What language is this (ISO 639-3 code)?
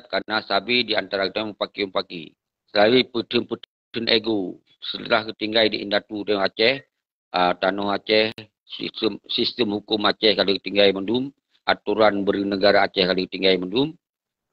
ace